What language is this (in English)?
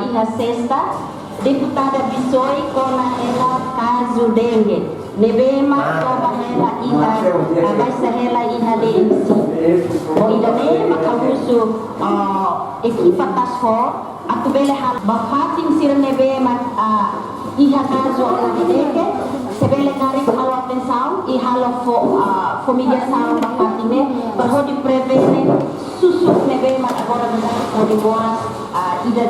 Tetum